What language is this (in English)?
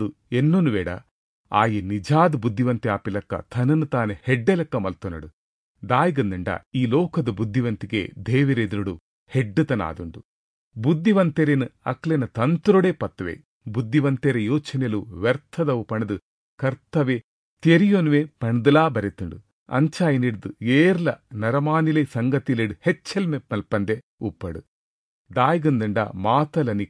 Tulu